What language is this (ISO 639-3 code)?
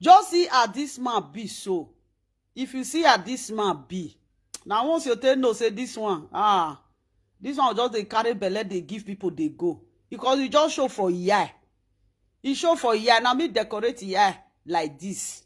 pcm